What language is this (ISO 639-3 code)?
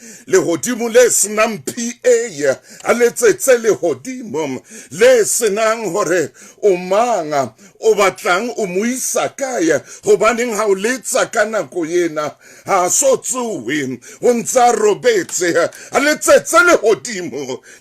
sot